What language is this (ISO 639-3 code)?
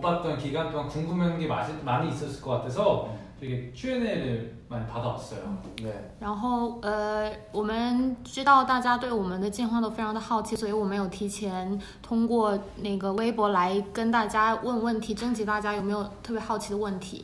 kor